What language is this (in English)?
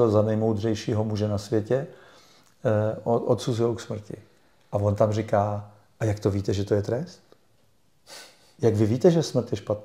Czech